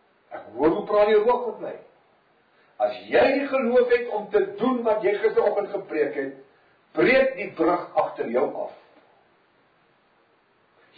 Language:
Afrikaans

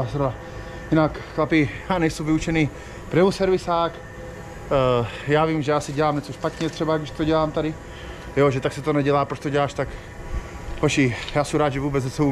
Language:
Czech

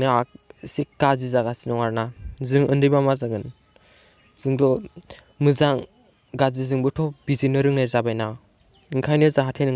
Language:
Bodo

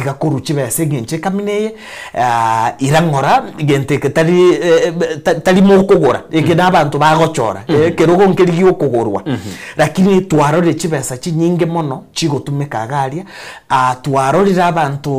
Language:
Gusii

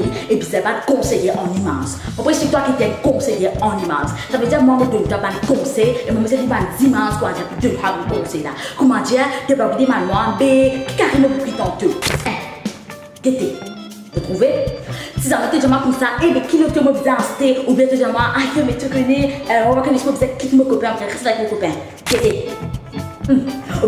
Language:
Morisyen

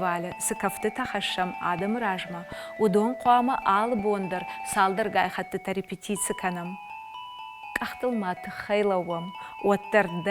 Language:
Ossetic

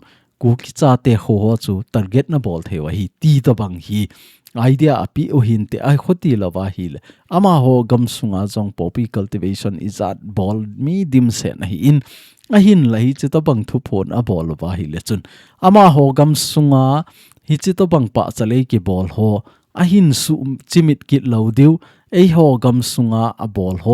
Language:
Thado Chin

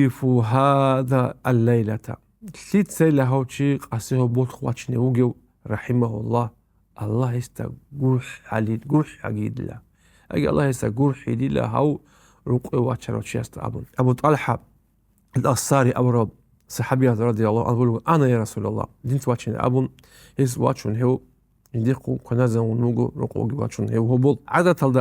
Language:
Avaric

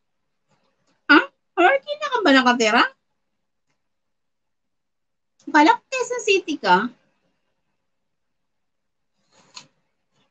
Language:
Filipino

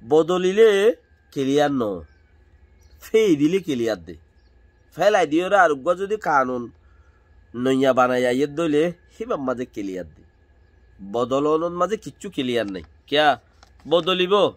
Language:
Rohingya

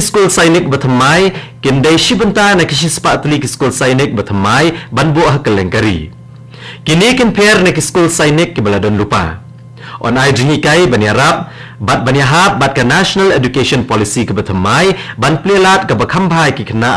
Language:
Khasi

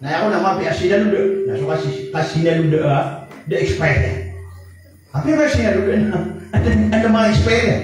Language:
Maranao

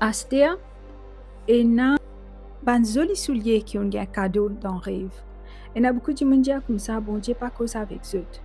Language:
Morisyen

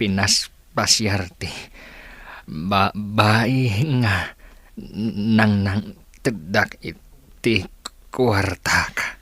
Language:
Iloko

